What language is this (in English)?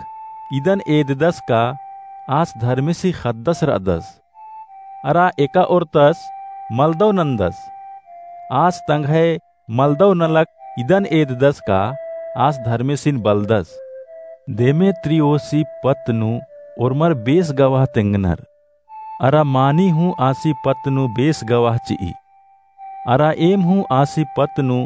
Kurukh